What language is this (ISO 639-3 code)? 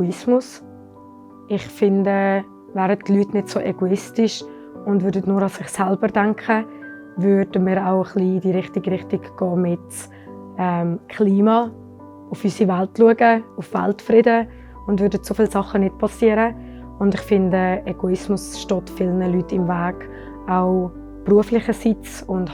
gsw